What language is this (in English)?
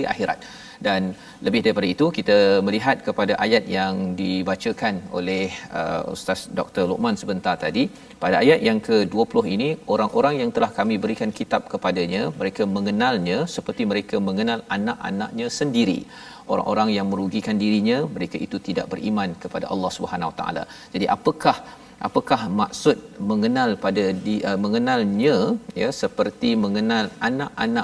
Malay